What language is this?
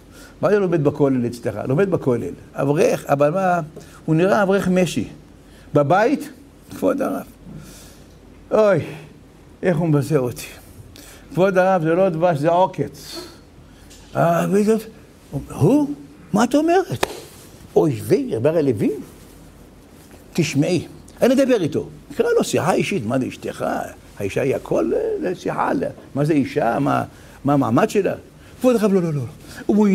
Hebrew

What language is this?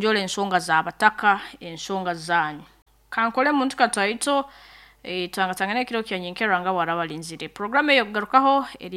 Nyankole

